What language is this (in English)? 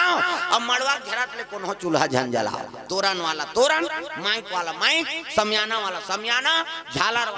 Chhattisgarhi